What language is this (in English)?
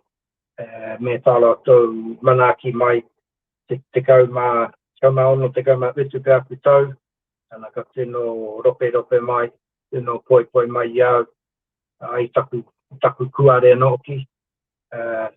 Māori